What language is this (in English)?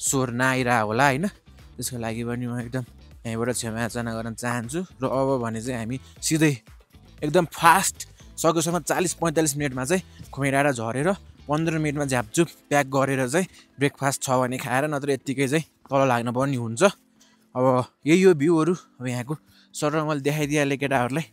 Nepali